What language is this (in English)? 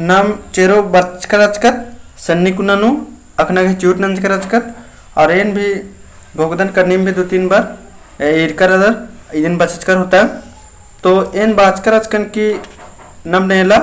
Kurukh